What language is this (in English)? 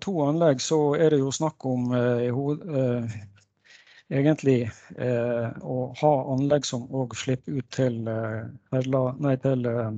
Norwegian